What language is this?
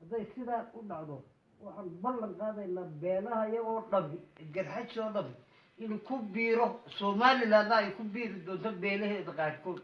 Somali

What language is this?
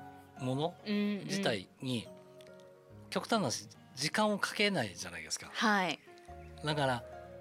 Japanese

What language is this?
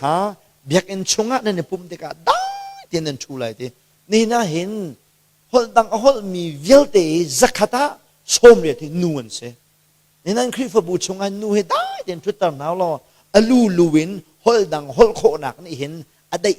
Hakha Chin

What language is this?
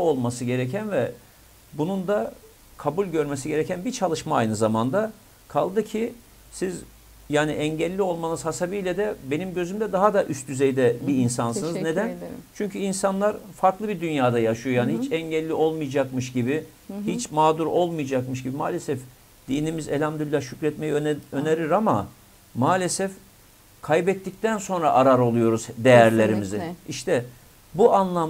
Turkish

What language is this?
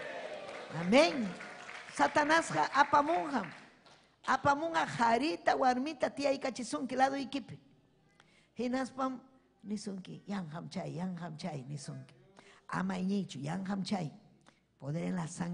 Ayacucho Quechua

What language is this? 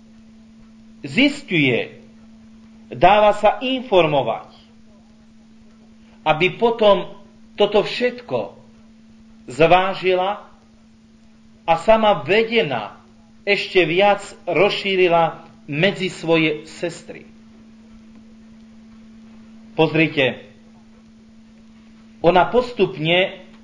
Slovak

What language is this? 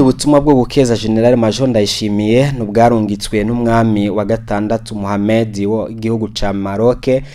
Rundi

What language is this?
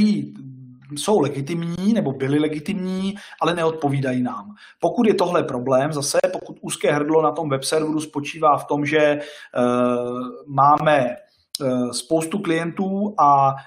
Czech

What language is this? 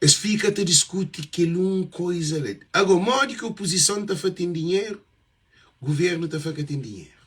Kabuverdianu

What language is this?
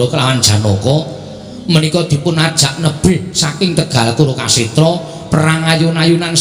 Javanese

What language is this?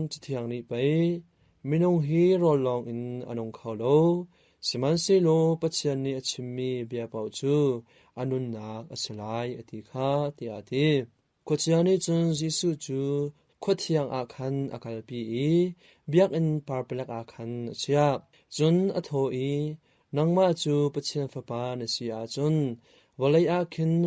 Hakha Chin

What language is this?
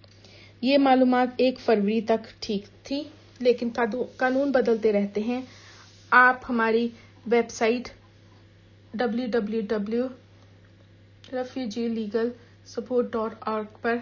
Urdu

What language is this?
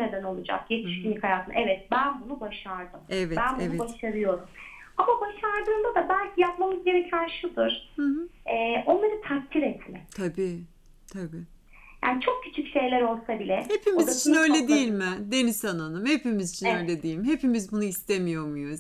Turkish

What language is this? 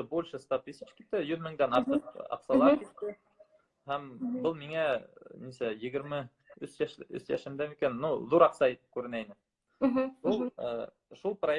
Bashkir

